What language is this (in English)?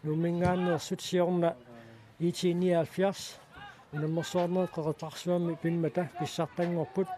Kalaallisut